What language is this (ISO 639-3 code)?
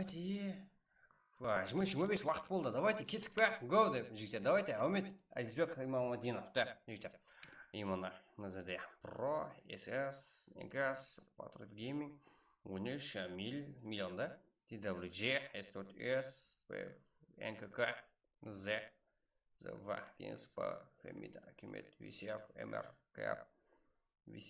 kaa